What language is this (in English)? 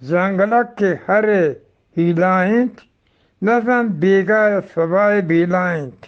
Eastern Balochi